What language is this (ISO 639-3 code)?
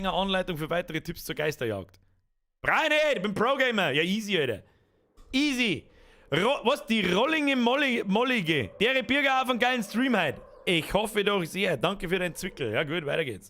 bar